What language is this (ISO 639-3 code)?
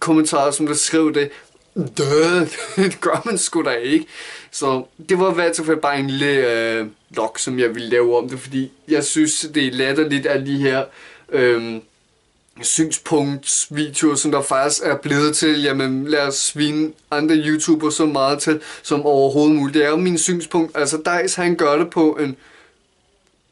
dan